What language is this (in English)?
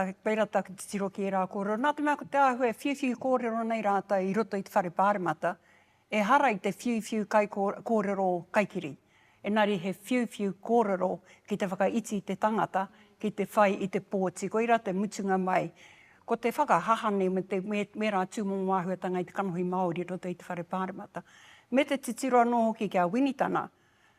Māori